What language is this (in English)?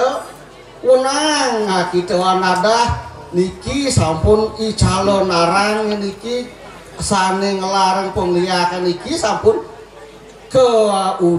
Balinese